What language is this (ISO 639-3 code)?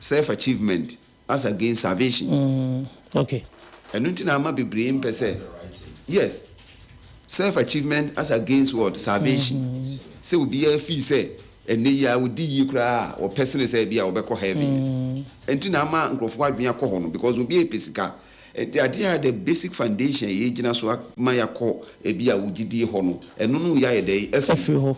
aka